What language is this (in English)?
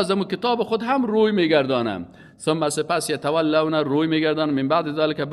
Persian